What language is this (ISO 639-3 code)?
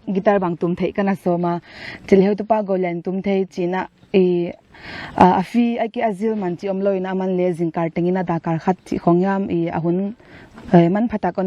pck